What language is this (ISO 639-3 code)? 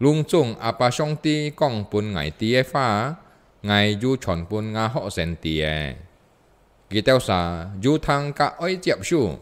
hak